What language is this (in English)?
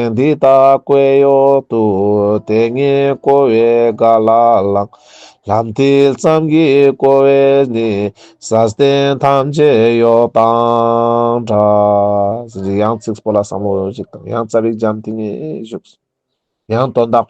Ladakhi